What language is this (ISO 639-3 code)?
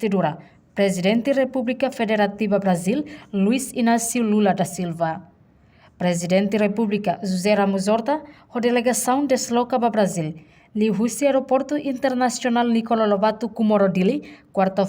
tet